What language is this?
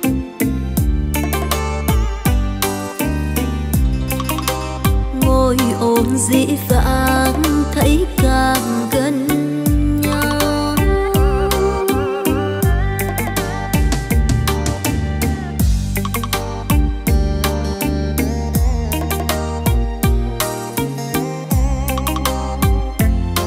Vietnamese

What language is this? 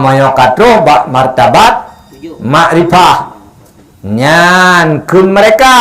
Achinese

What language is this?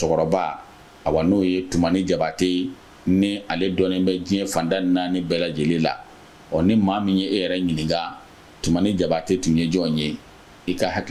Bambara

